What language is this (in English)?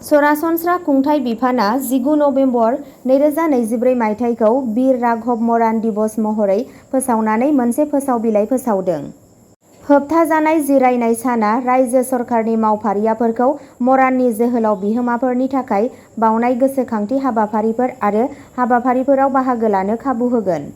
Bodo